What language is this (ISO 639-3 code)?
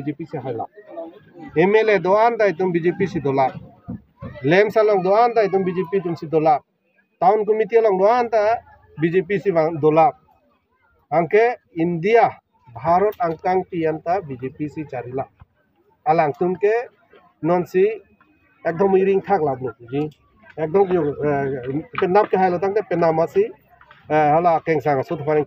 mjw